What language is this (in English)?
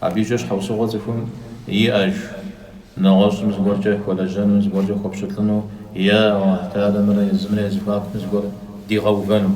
Kabardian